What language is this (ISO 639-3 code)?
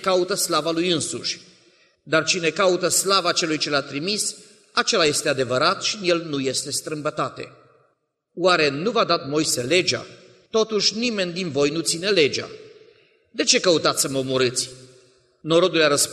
ron